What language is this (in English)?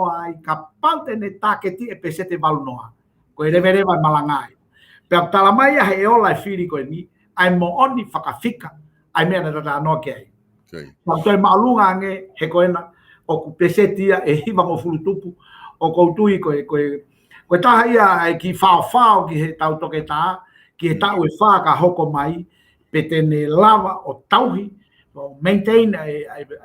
Tongan